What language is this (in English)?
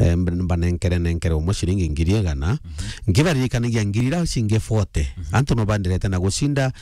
Meru